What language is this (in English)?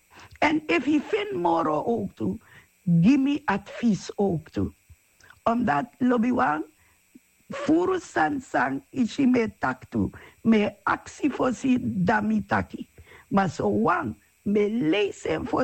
Sranan Tongo